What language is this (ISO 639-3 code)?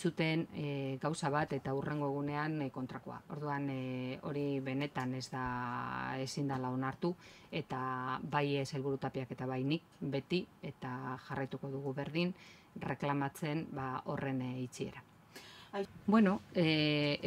eus